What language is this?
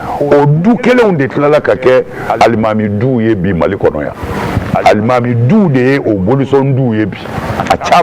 Bambara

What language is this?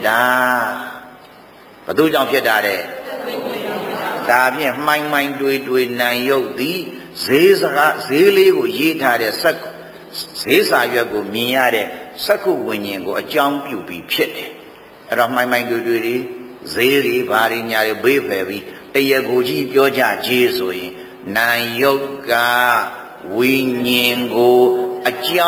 Burmese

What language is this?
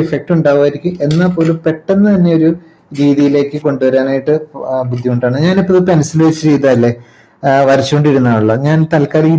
Malayalam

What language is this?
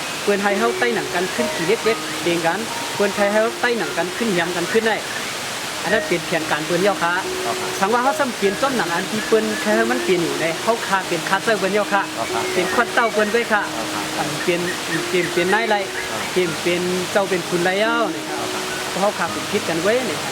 Shan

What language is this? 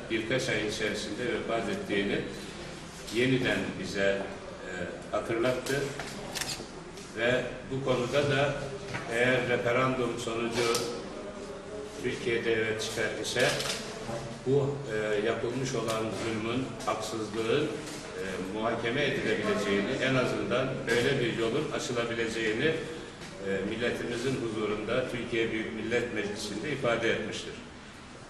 Turkish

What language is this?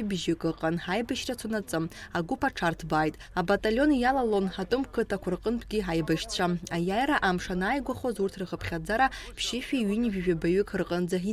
Abkhazian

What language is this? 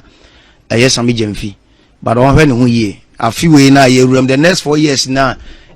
Akan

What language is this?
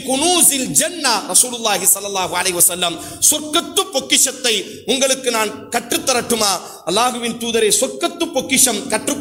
Tamil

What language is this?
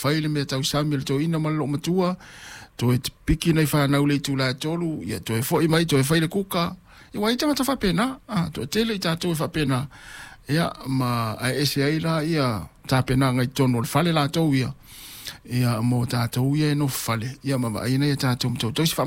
Samoan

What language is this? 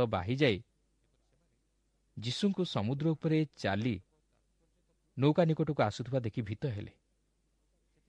Odia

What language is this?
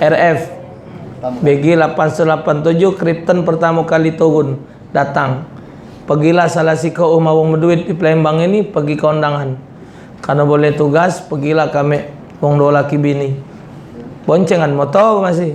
Musi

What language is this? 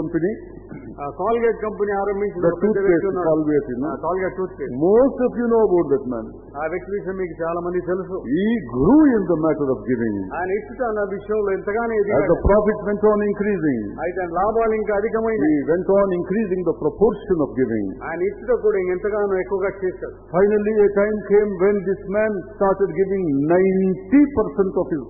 Telugu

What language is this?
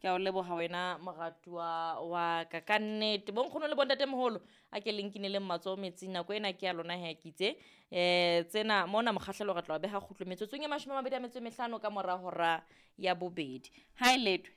Southern Sotho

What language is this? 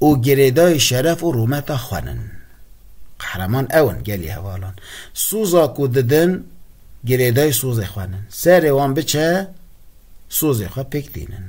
Kurdish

